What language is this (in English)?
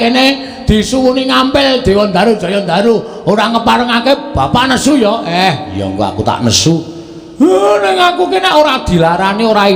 Javanese